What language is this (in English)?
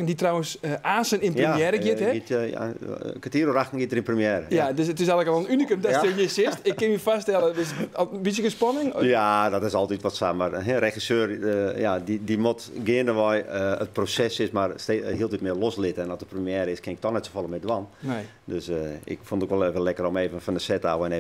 Western Frisian